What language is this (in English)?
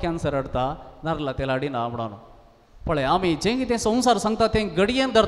Konkani